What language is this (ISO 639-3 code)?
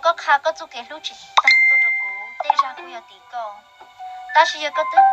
hmn